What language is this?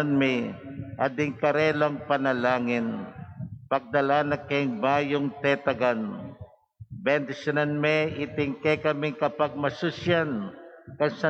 Pampanga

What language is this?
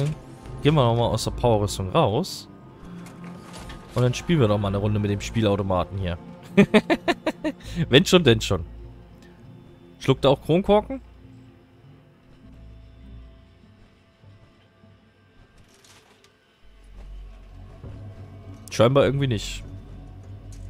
German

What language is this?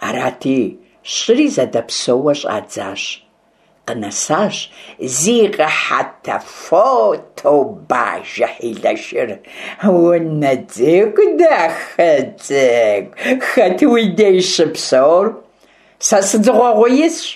Kabardian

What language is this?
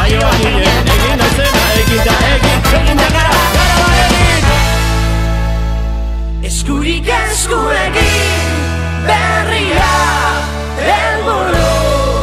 Basque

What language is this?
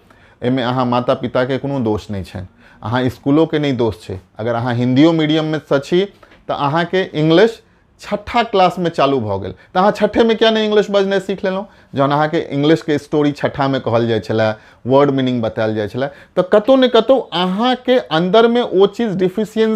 Maithili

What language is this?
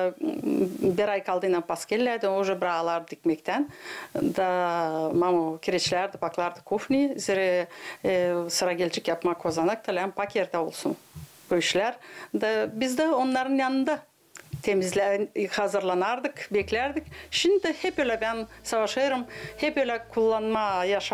Gagauz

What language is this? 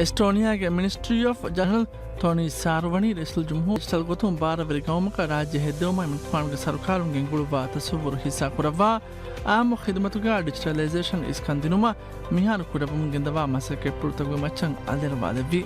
Divehi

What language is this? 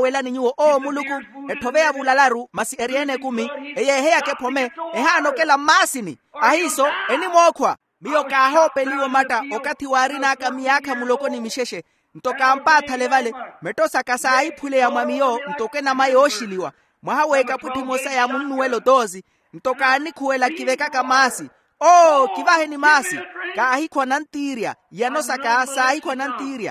Makhuwa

